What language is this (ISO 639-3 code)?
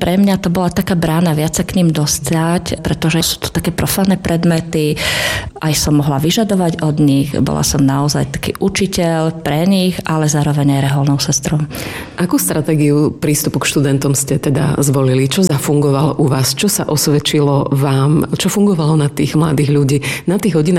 slk